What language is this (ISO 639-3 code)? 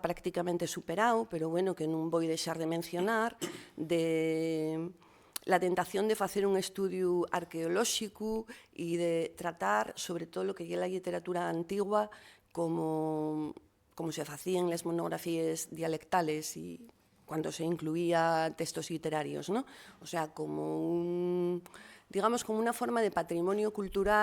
ast